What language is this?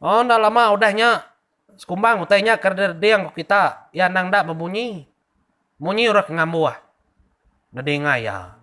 Iban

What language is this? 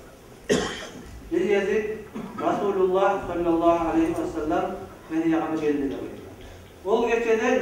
Kumyk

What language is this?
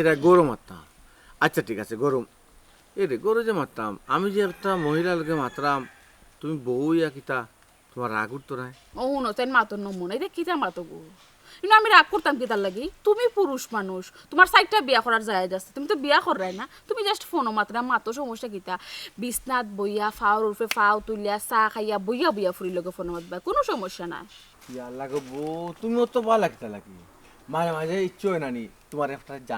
Sylheti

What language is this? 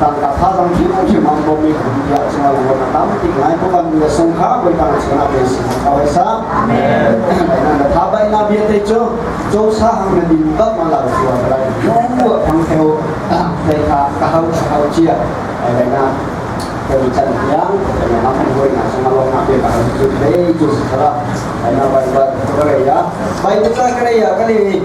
Hakha Chin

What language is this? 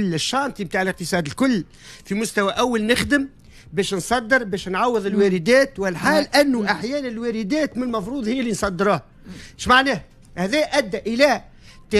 Tunisian Arabic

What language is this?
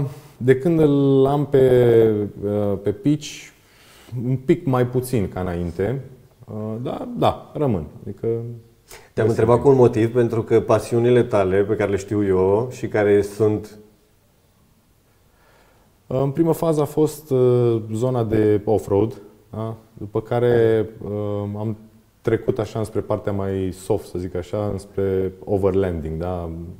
Romanian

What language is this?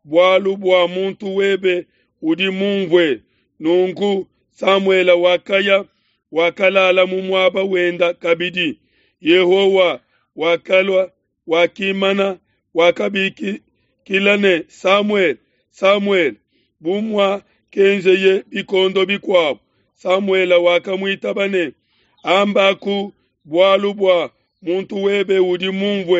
Luba-Lulua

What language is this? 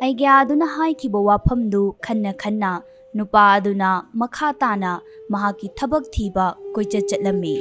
Manipuri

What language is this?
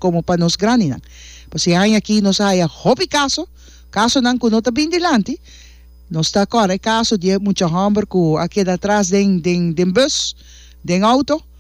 Papiamento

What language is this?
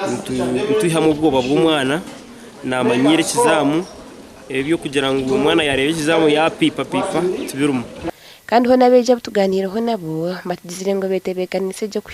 Nyankole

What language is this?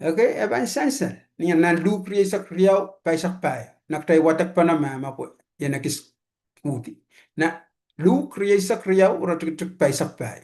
Pohnpeian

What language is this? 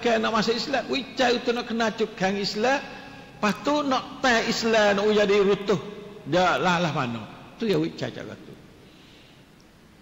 Malay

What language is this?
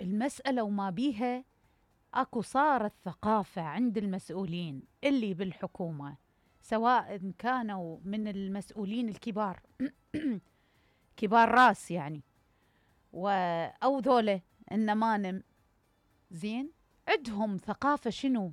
Mesopotamian Arabic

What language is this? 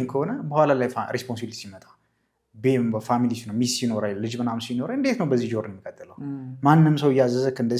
Amharic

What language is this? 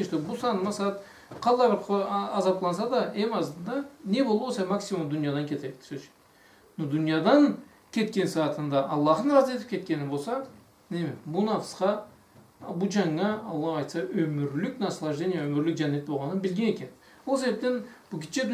Karachay-Balkar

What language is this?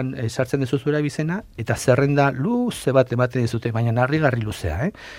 Basque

